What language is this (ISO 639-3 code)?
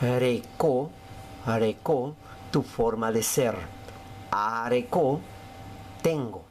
grn